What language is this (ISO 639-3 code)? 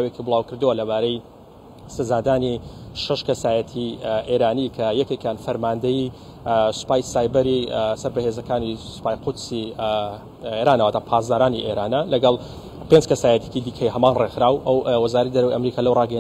ckb